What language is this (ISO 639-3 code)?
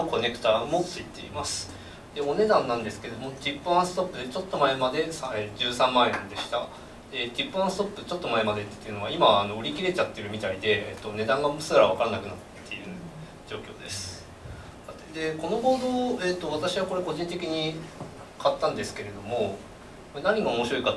jpn